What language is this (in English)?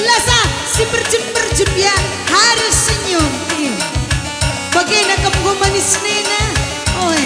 Batak Karo